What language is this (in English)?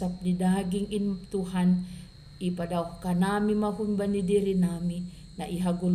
Batak Simalungun